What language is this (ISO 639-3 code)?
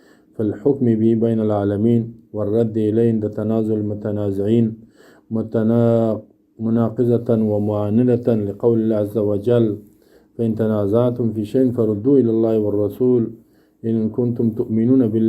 fas